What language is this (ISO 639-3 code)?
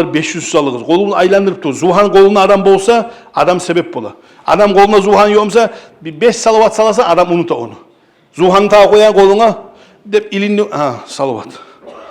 kum